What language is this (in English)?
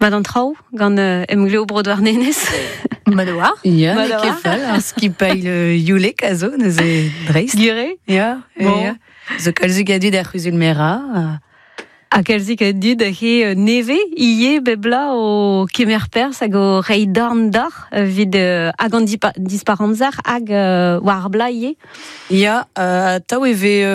Breton